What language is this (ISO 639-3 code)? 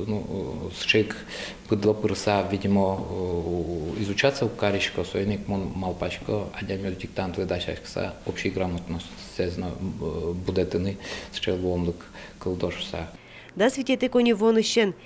udm